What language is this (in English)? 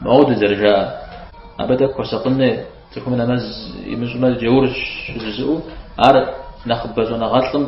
Kabardian